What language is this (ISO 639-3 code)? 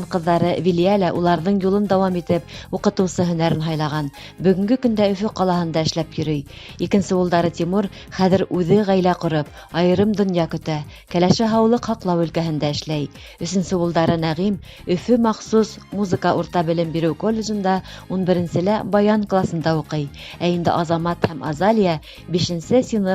bak